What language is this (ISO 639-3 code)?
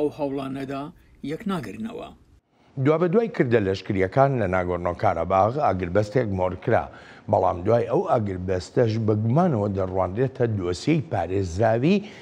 ckb